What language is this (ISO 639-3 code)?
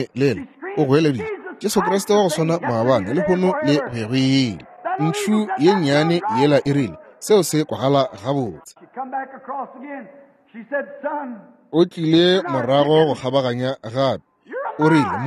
nso